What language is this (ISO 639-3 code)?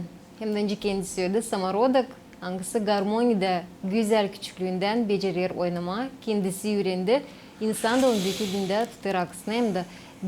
gag